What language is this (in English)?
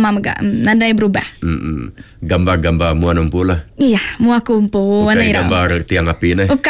Iban